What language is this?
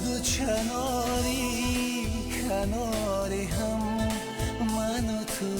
Tajik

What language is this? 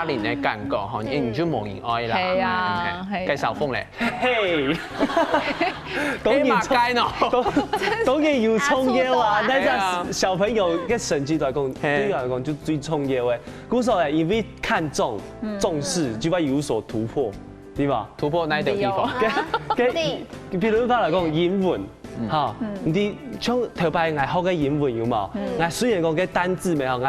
Hakka Chinese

